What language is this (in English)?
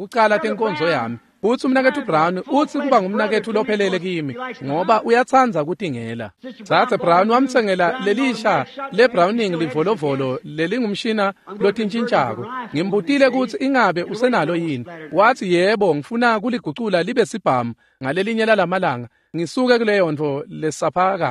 Swati